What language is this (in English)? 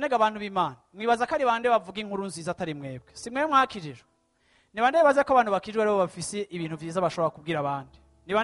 Rundi